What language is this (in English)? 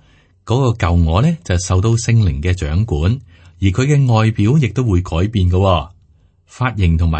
Cantonese